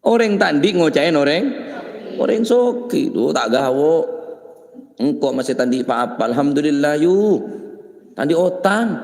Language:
Madurese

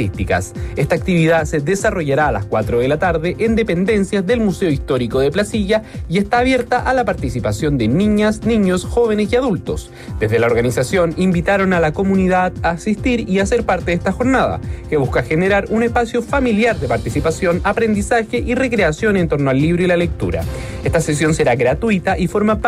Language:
Spanish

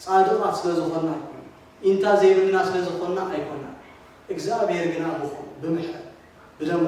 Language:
Tigrinya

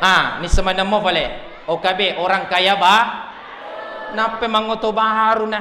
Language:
Buginese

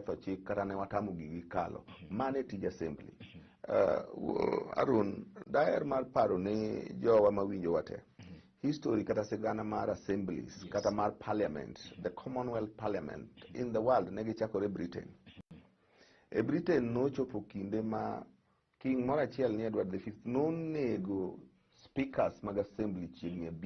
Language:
Luo (Kenya and Tanzania)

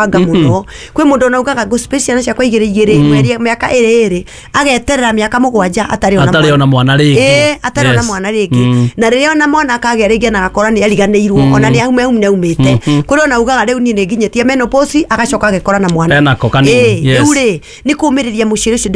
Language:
Kikuyu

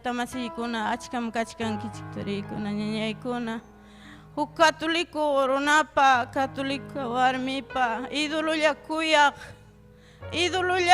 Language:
Ayacucho Quechua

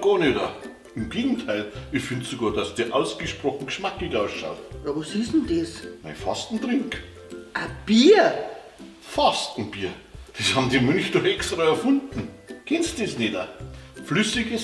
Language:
Bavarian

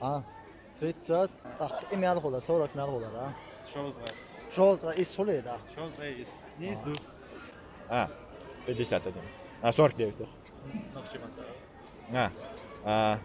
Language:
Chechen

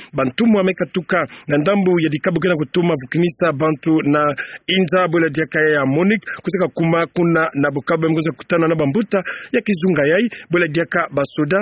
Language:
Kituba (Democratic Republic of Congo)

